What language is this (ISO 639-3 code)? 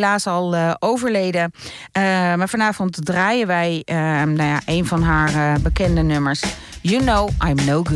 nld